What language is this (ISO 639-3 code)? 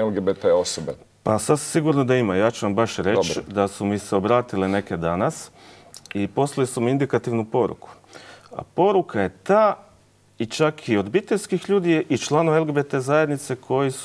hrv